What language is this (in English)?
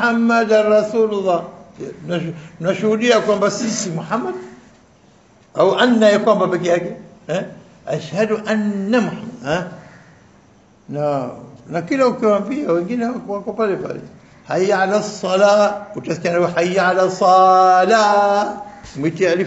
Swahili